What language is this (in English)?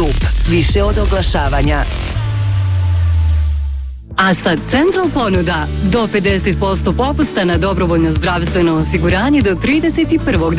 Bosnian